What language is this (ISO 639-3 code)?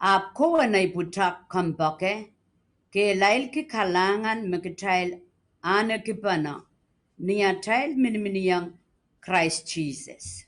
pon